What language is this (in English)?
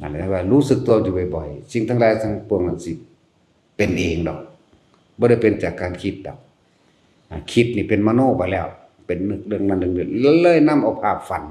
Northeastern Thai